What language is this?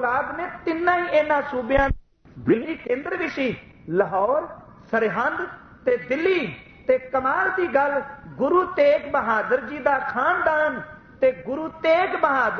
Punjabi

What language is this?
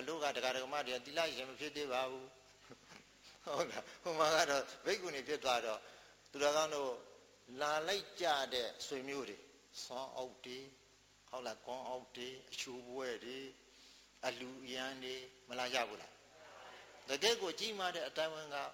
Burmese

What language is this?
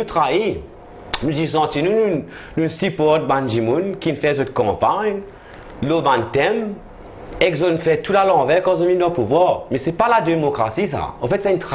Morisyen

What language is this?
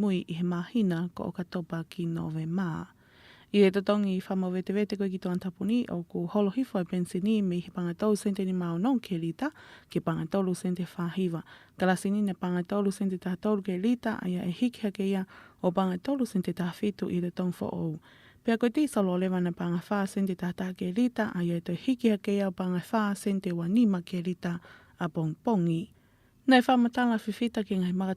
Tongan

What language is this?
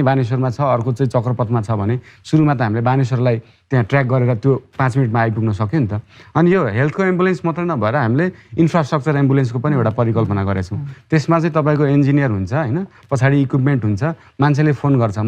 Nepali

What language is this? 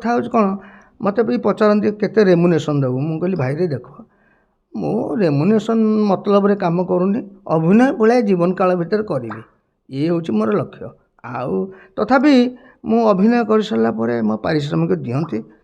Odia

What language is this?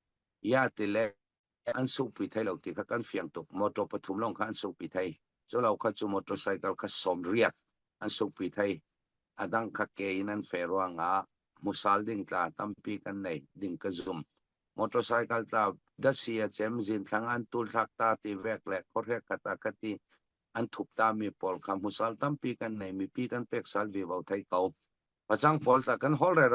Falam Chin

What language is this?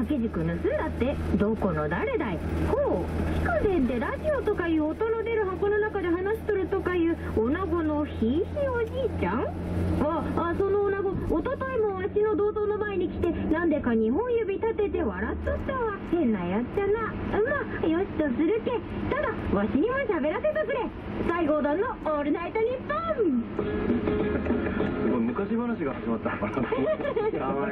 Japanese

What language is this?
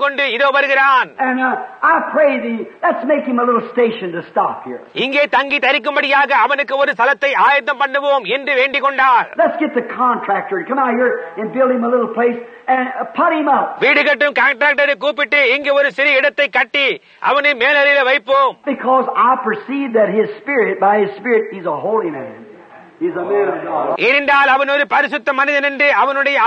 Tamil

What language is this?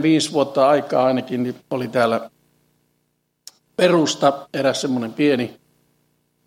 Finnish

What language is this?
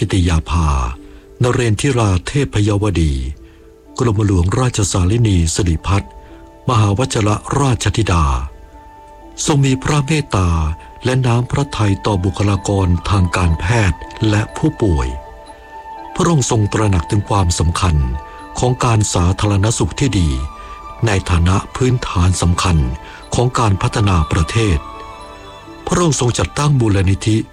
Thai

